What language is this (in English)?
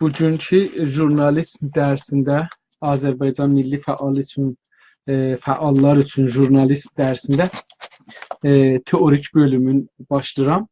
South Azerbaijani